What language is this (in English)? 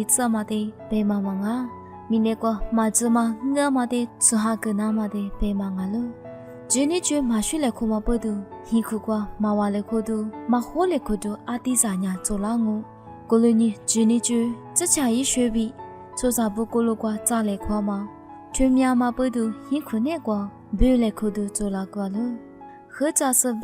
Lisu